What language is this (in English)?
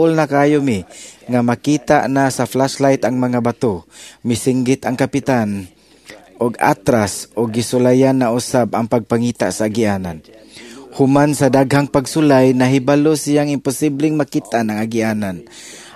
Cebuano